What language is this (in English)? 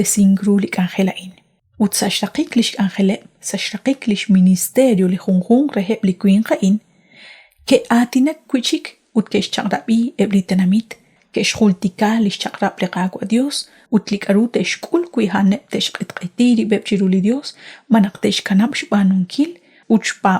Kekchí